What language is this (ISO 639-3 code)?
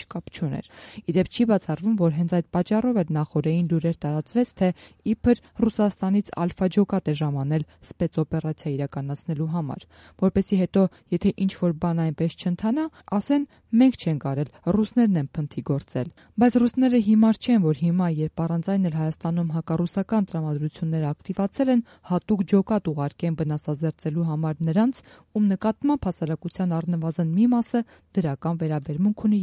hye